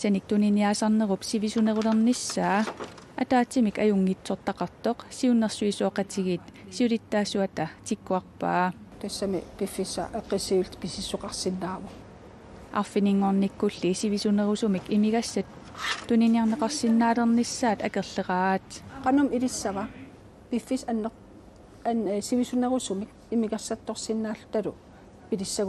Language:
Kalaallisut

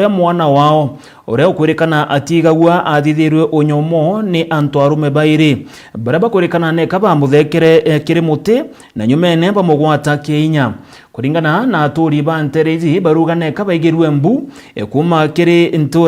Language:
Meru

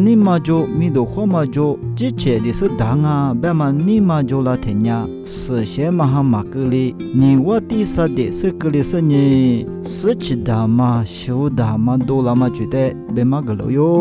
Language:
Lisu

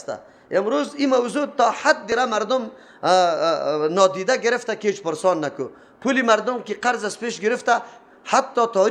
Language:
Persian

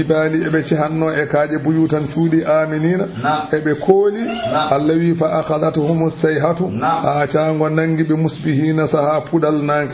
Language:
Fula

